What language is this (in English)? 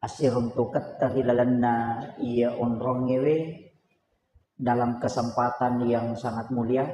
Buginese